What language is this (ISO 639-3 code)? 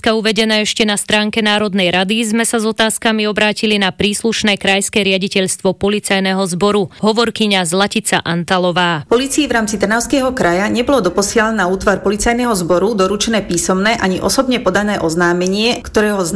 slk